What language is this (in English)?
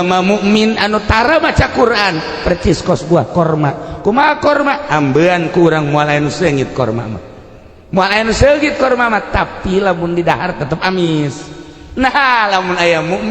Sundanese